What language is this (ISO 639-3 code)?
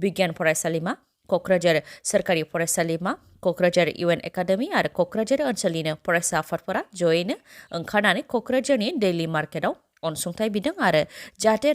brx